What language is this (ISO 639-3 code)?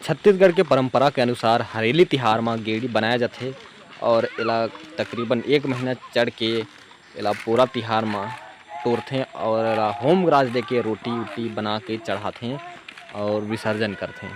hne